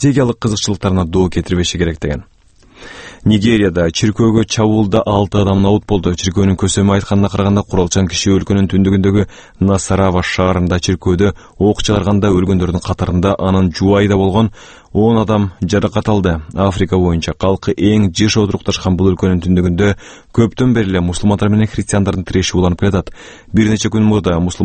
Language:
Kyrgyz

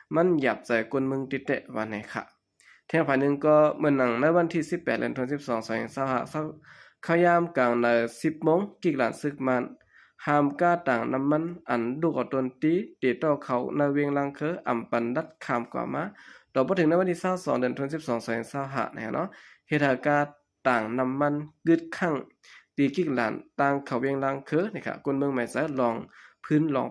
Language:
Shan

